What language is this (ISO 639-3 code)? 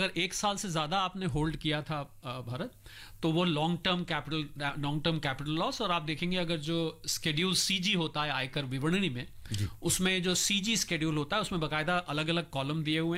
hin